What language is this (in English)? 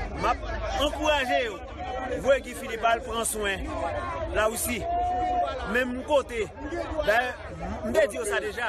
Haitian Creole